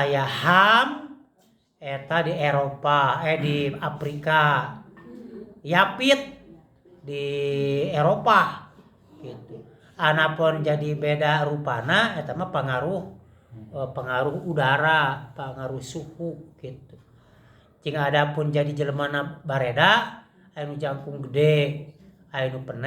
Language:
Sundanese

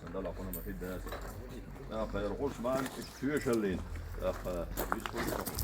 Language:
Chechen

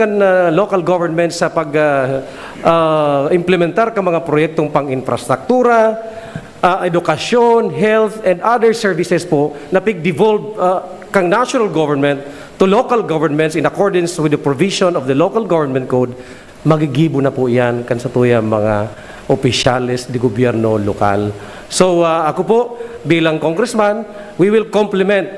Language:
Bikol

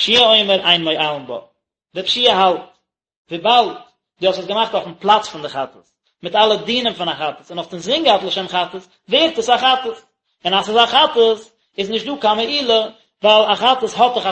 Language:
Yiddish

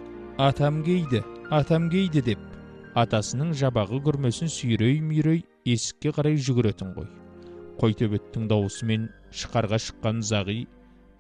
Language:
Kazakh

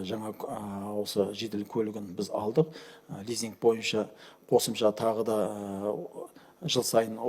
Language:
Kazakh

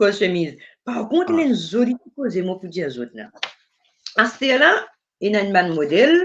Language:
Morisyen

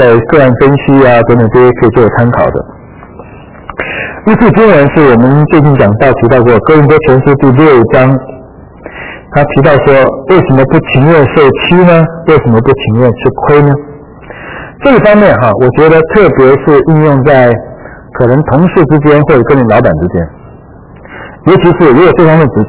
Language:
Chinese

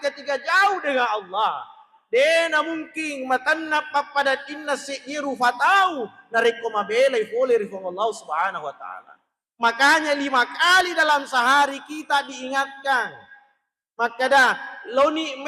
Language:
Buginese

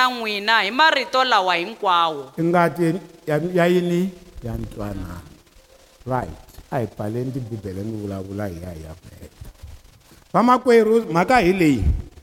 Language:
Tsonga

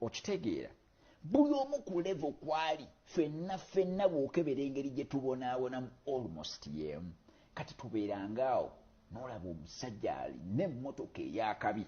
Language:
Ganda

